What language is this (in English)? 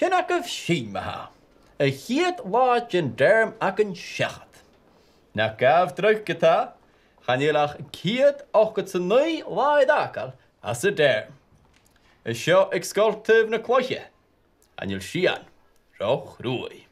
Scottish Gaelic